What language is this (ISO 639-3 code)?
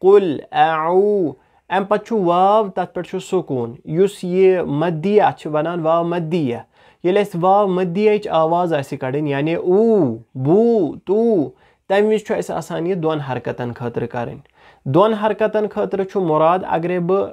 kas